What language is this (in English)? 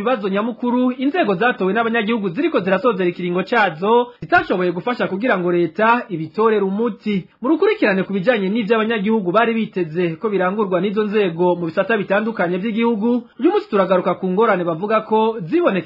Rundi